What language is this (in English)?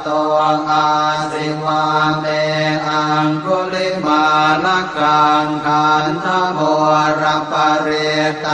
Pali